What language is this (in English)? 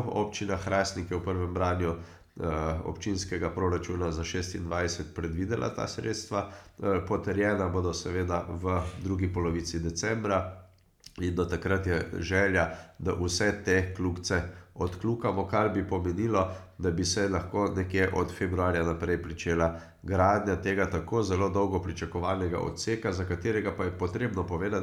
Slovenian